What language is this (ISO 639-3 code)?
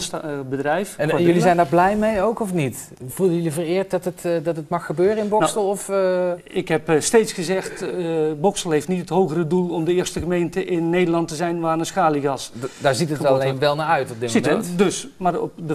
nld